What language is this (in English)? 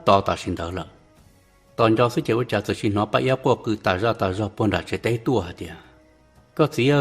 Hmong